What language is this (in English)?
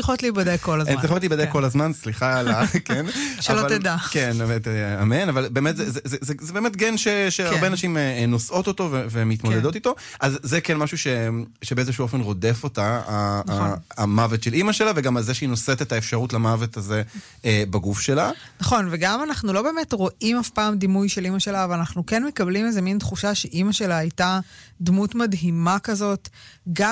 Hebrew